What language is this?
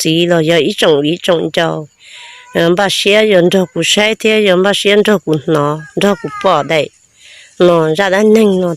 Hmong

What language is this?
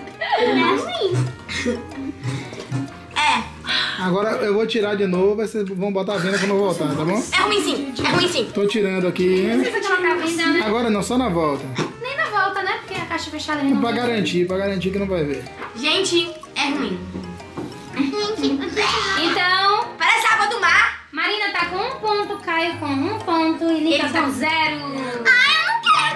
Portuguese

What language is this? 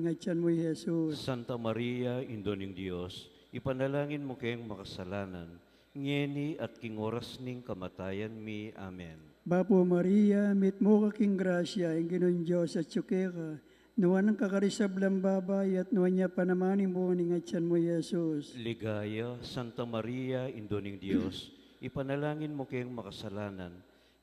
Pampanga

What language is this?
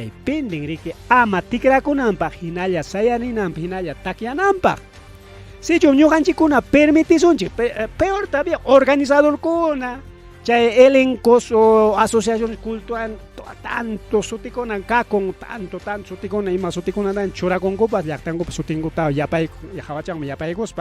Ayacucho Quechua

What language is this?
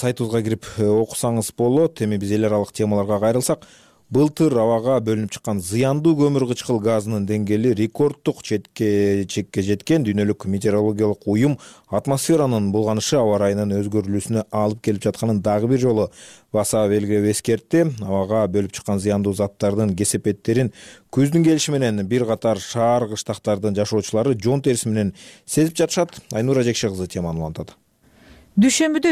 Kyrgyz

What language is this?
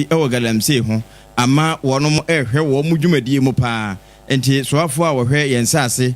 Akan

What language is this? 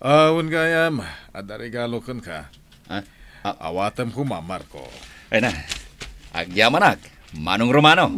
Iloko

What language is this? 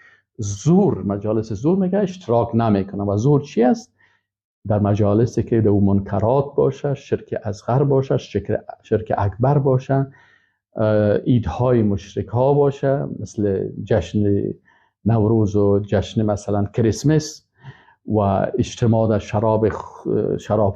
Persian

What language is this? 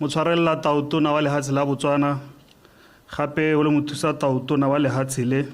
Tswana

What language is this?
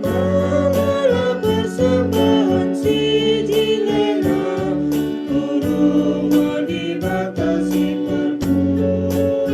Batak Karo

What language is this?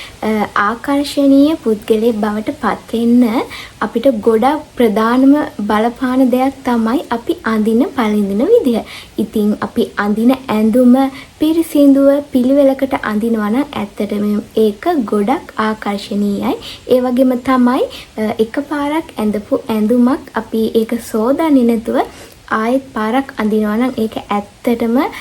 Sinhala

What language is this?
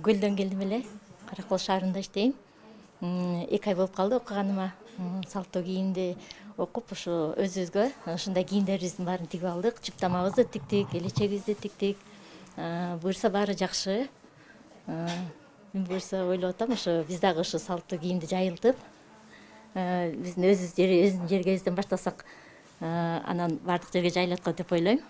Kyrgyz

